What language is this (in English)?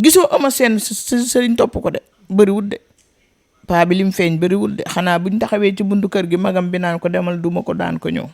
Wolof